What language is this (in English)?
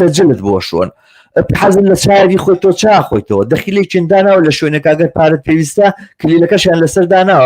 Central Kurdish